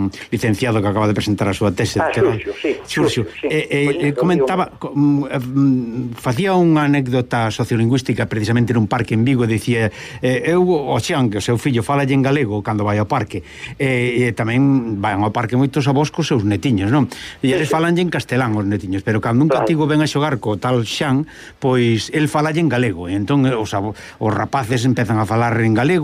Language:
Galician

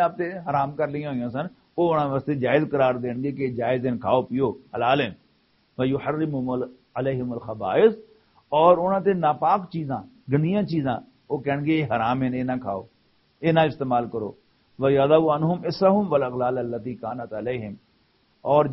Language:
Western Panjabi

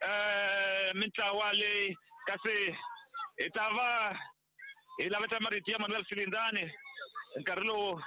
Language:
Tsonga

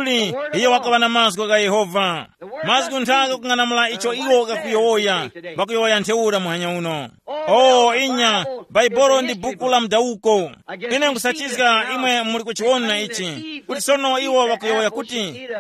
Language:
Tumbuka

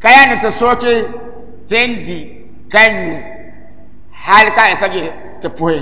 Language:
Dagbani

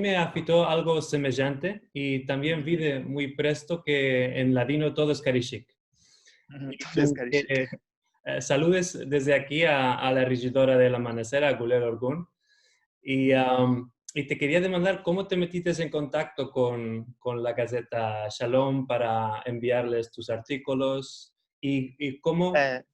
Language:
Ladino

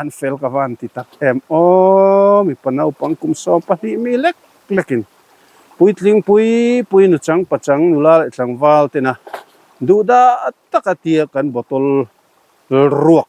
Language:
Mizo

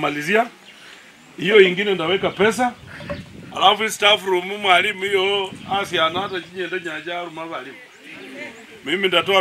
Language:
Swahili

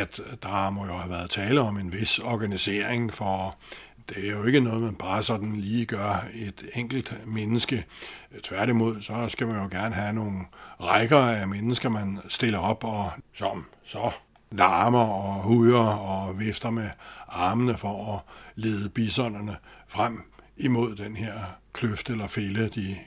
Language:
Danish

